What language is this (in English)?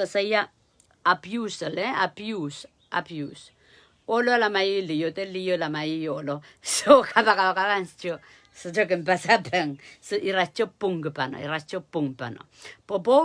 Pohnpeian